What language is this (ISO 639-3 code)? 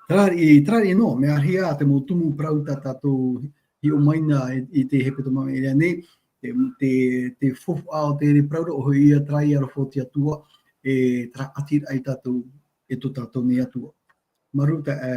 tah